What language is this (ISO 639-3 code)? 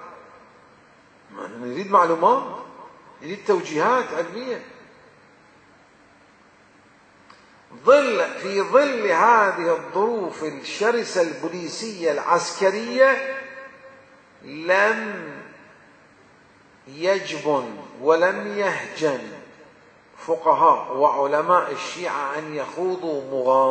ara